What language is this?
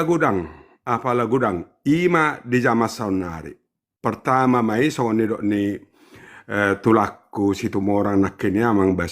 Batak Toba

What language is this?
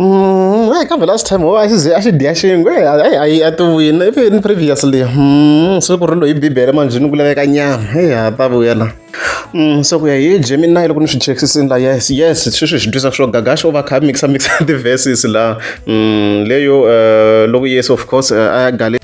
Tsonga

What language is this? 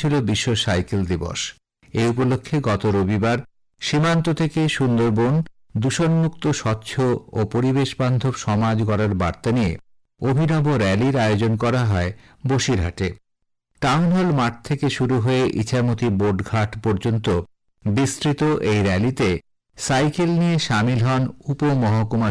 Bangla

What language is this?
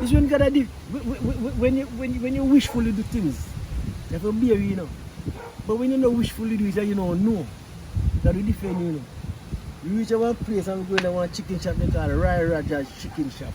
Jamaican Creole English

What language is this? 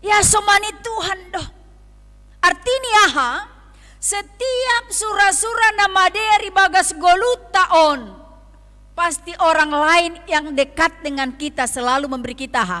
Batak Simalungun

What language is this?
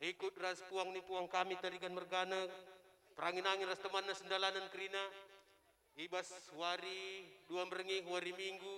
Batak Karo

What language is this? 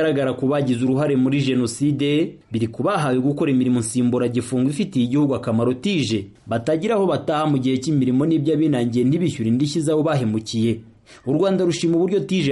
Kinyarwanda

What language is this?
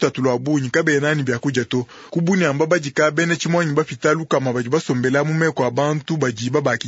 Luba-Lulua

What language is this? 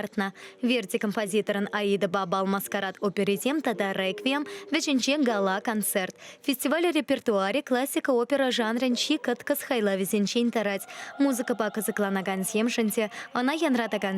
Chuvash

